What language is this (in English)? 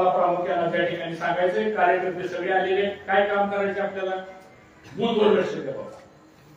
Marathi